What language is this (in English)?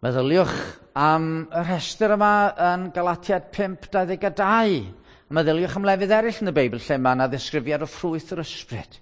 Welsh